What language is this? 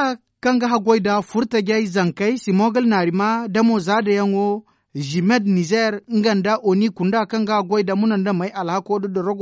Zarma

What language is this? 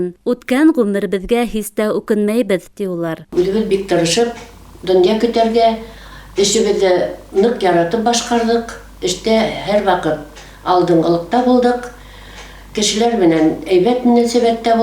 Bashkir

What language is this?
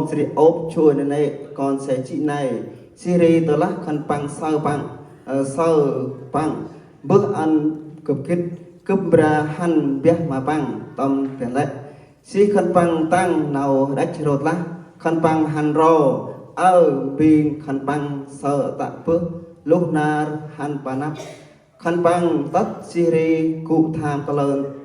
Central Mnong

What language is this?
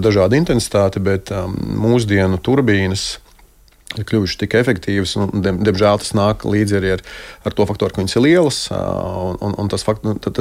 Latvian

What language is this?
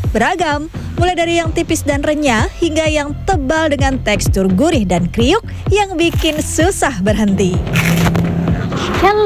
Indonesian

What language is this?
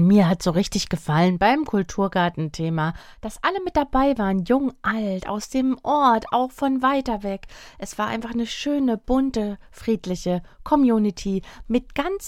German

